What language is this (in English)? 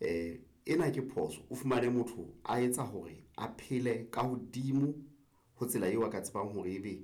Southern Sotho